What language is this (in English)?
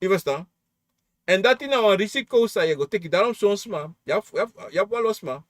Sranan Tongo